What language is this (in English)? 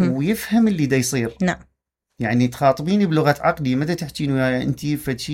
Mesopotamian Arabic